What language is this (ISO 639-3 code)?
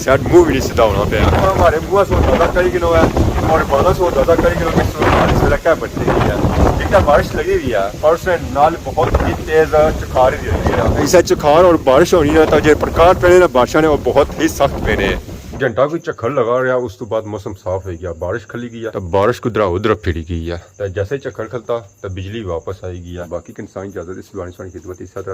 phr